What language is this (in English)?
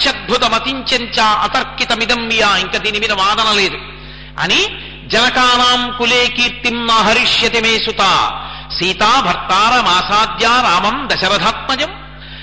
Telugu